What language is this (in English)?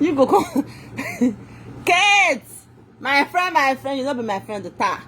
Nigerian Pidgin